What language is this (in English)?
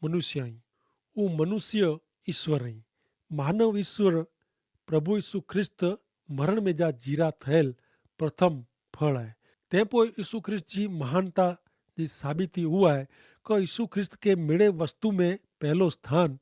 Kachhi